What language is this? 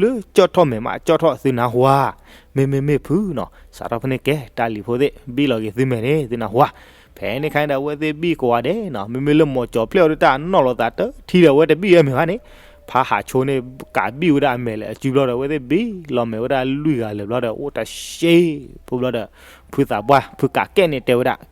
S'gaw Karen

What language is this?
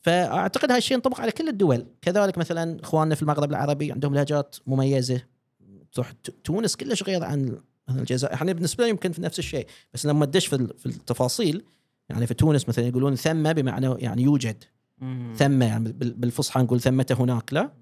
Gulf Arabic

